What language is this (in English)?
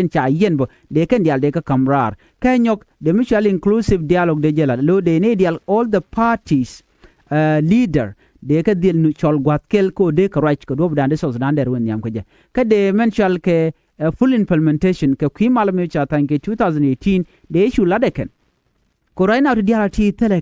Nuer